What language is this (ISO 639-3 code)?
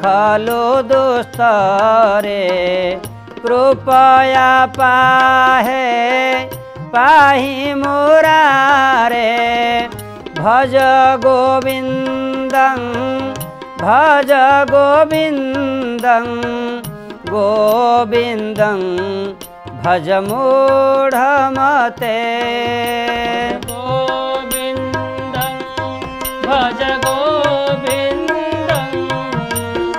ori